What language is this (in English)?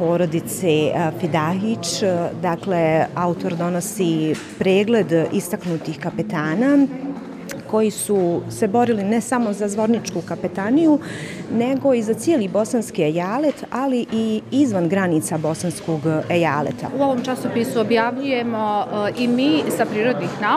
Bosnian